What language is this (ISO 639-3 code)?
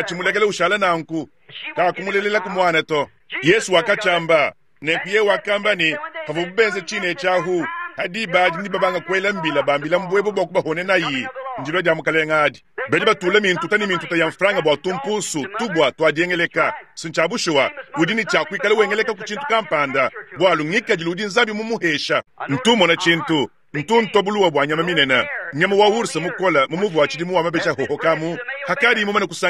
lua